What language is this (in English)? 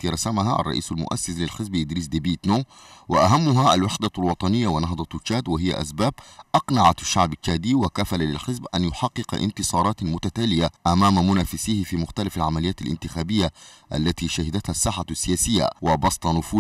Arabic